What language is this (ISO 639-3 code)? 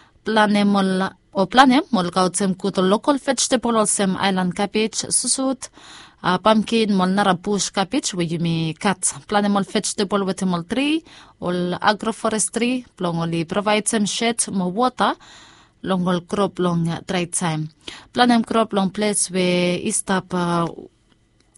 bis